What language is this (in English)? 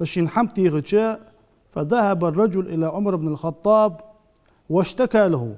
Ingush